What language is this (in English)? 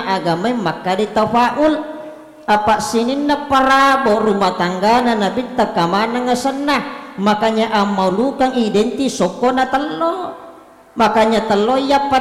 Buginese